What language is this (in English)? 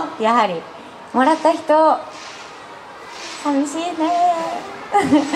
Japanese